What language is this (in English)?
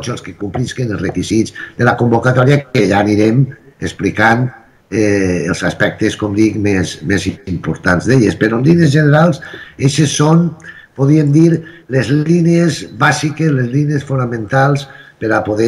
Catalan